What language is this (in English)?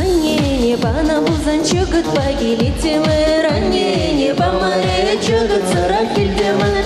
Chuvash